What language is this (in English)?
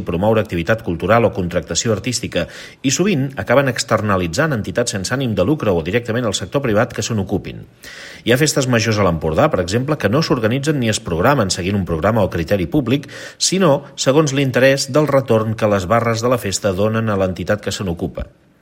Catalan